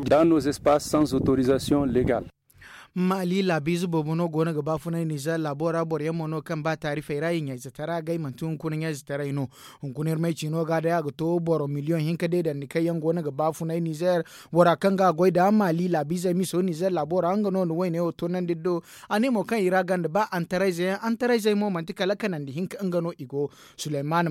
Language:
Zarma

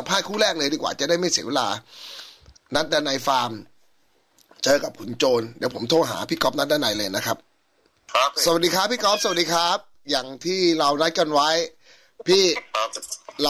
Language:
Thai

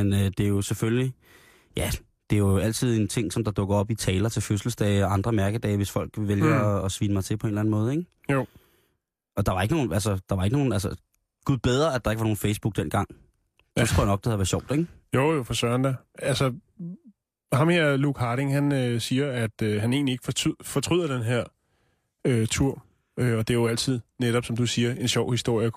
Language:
Danish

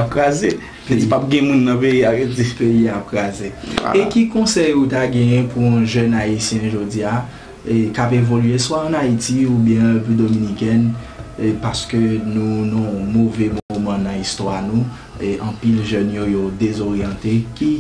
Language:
Haitian Creole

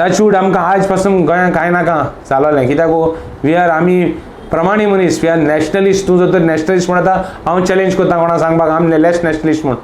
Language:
Konkani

